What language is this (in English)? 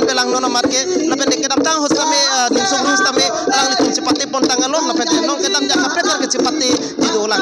Karbi